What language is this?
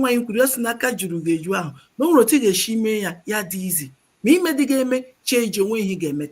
Igbo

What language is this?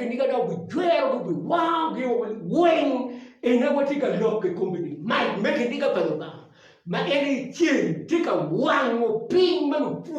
Acoli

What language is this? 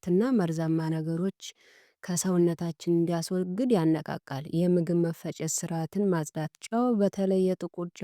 Amharic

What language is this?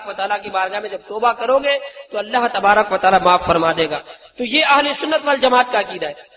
Urdu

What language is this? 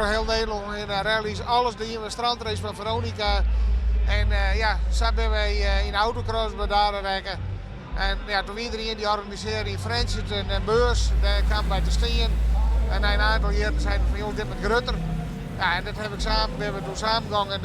Western Frisian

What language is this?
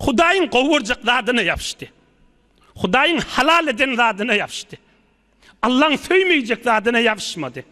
Turkmen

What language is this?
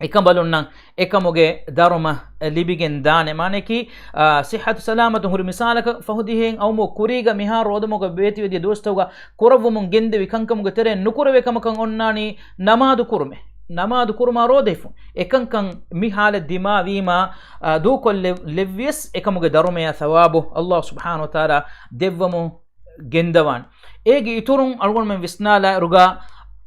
Divehi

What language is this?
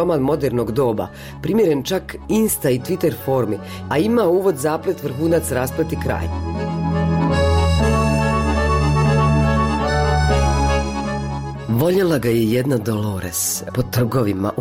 Croatian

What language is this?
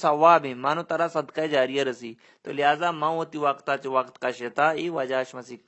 Baluchi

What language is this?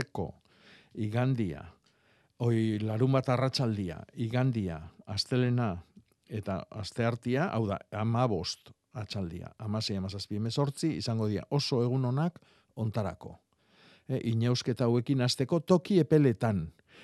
Basque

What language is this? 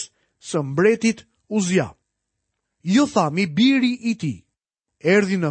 Albanian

